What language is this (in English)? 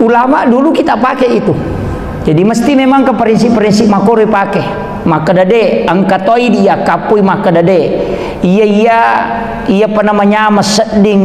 Buginese